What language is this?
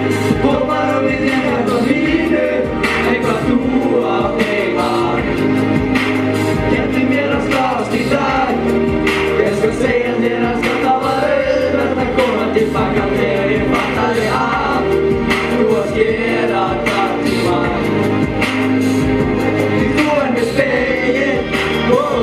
Icelandic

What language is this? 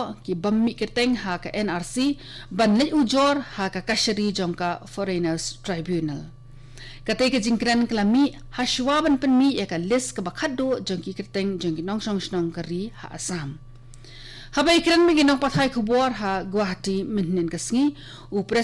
Khasi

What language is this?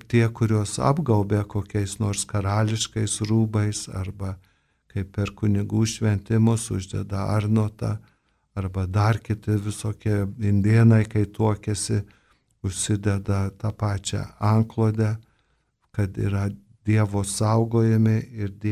Lithuanian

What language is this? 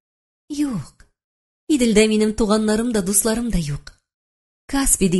Tatar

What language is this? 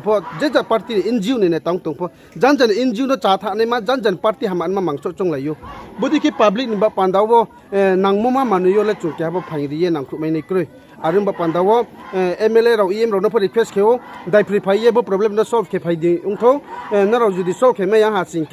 Riang (India)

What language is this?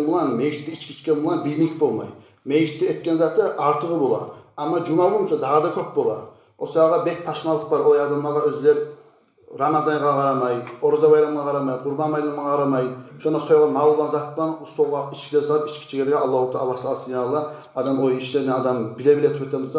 Kumyk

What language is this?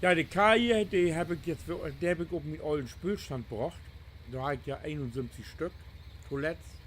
Low German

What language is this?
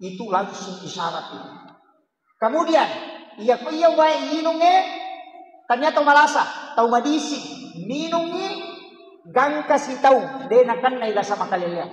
Buginese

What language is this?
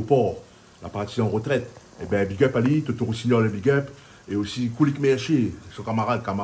Réunion Creole French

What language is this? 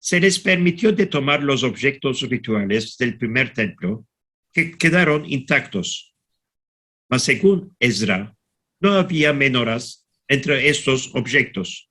Ladino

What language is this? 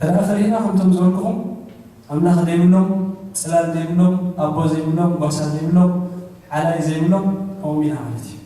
Tigrinya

